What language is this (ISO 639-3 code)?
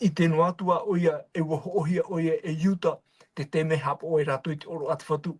tah